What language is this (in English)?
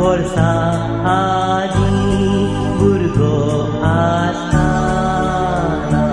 Konkani